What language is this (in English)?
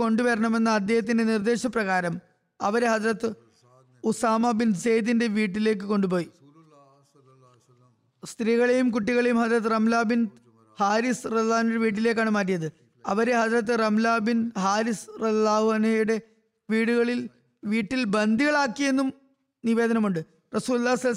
Malayalam